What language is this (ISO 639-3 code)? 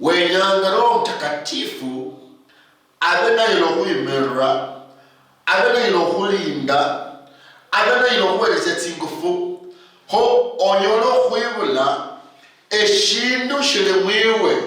luy